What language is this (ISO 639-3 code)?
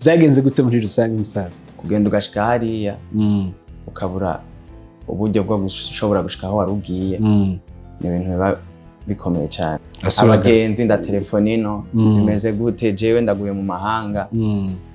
run